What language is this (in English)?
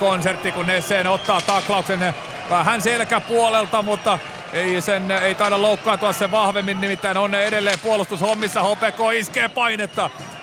Finnish